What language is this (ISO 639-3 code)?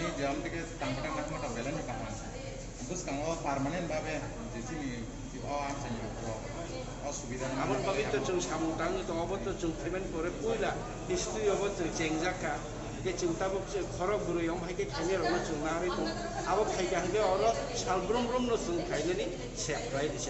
trp